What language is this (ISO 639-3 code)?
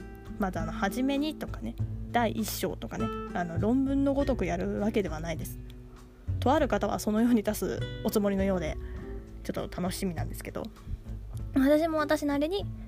jpn